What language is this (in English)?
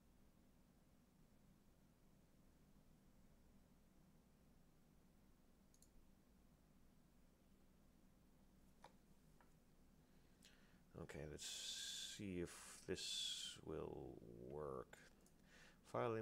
English